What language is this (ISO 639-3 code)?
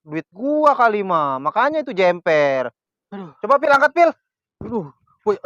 bew